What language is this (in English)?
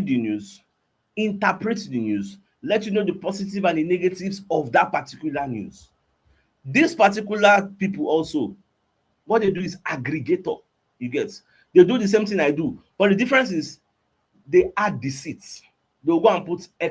Nigerian Pidgin